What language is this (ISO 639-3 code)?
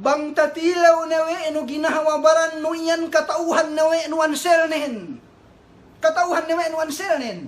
yka